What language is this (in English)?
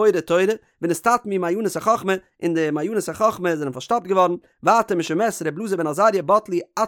Yiddish